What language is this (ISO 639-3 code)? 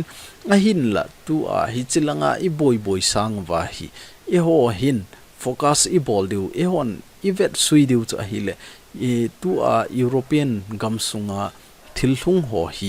tcz